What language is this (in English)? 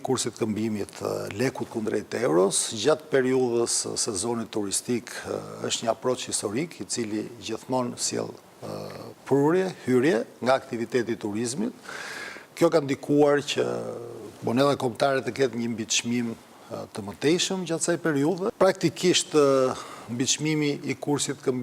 Albanian